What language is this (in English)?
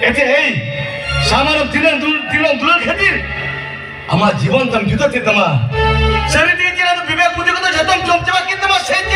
Santali